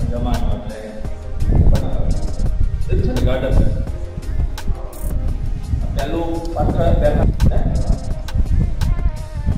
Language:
Gujarati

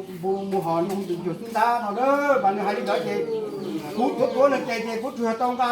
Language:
Hmong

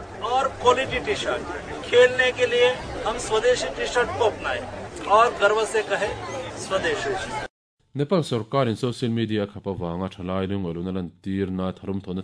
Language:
Mizo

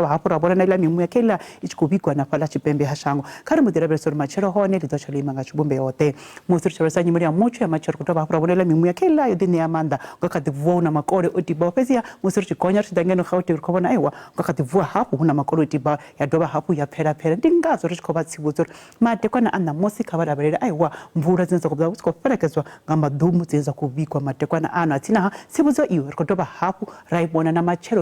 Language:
Venda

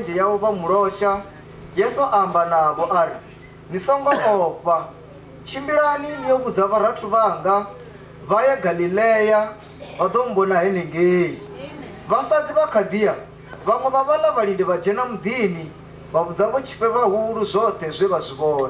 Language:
Venda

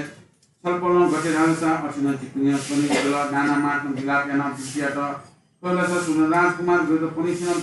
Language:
Newari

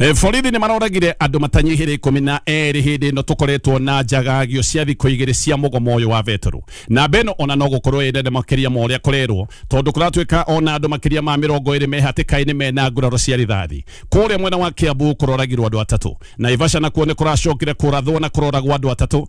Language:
Kikuyu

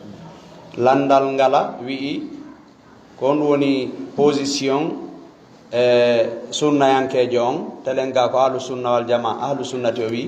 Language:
Fula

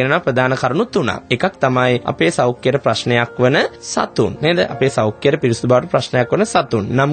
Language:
Sinhala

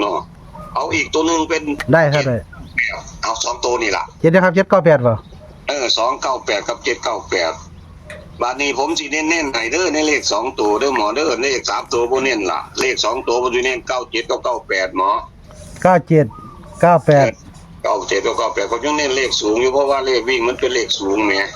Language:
Northeastern Thai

